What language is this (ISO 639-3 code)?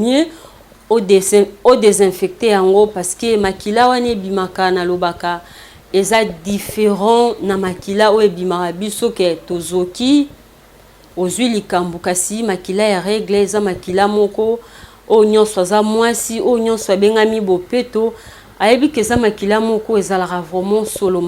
lin